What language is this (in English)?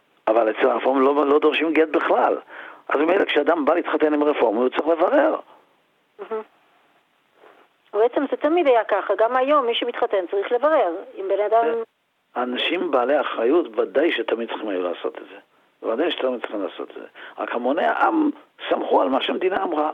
Hebrew